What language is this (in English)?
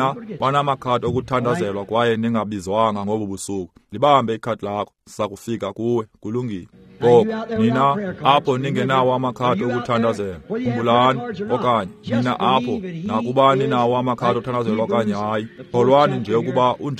Xhosa